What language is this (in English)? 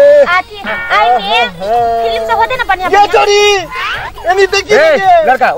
Maithili